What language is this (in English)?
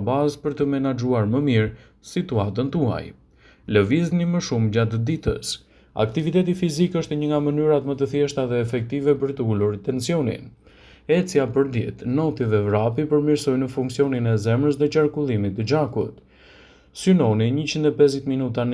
Albanian